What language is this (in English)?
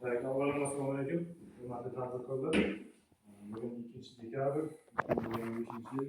Uzbek